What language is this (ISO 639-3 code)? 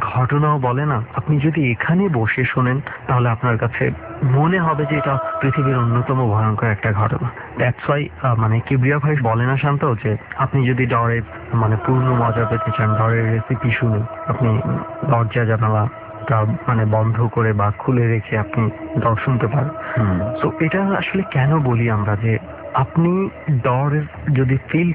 ben